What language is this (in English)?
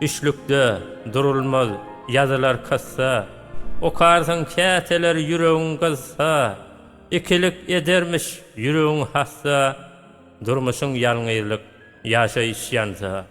Turkmen